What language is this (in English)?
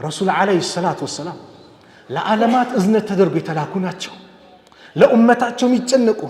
Amharic